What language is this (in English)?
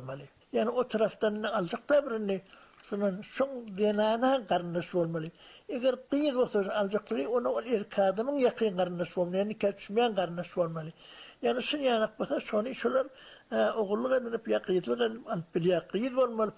Turkmen